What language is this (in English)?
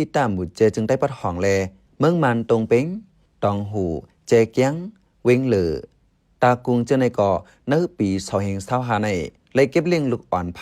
Shan